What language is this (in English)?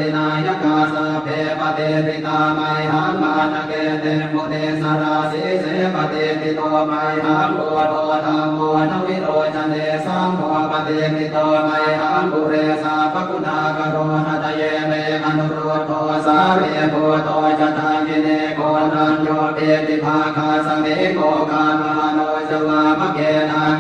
Pali